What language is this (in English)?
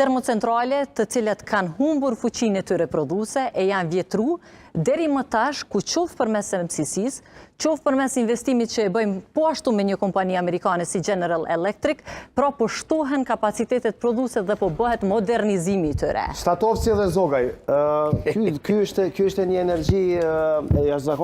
Albanian